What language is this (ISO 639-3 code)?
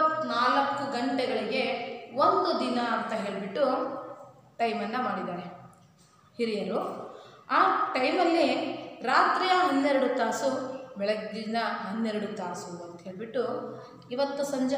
kan